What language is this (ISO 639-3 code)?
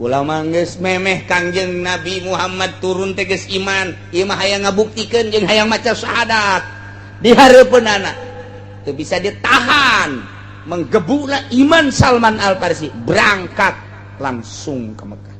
sun